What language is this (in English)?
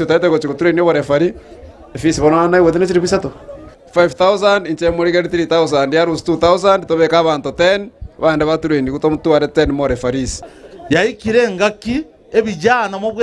Gusii